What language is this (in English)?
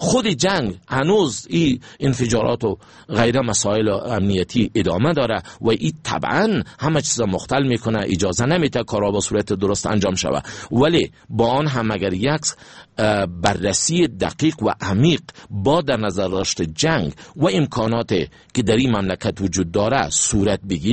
Persian